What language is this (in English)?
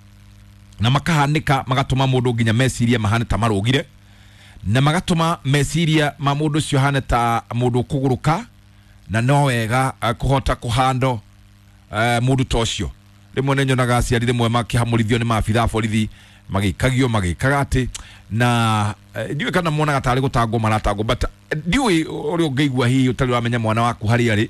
Kikuyu